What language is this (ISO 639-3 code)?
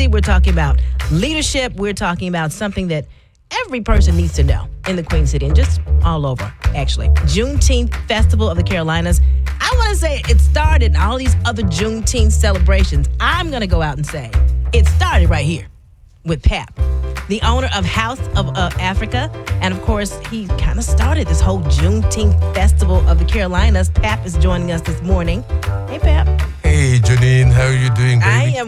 eng